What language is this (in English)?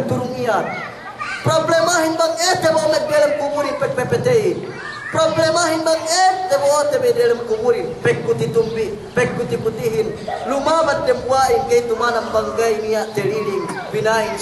Yakan